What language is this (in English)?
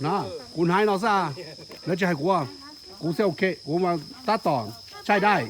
Hmong